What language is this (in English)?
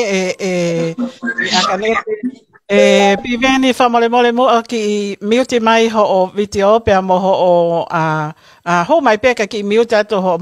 Tongan